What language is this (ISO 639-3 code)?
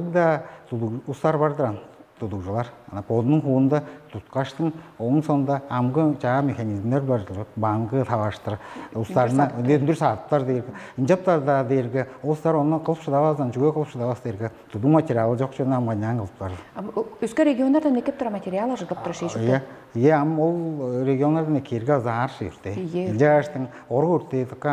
tyv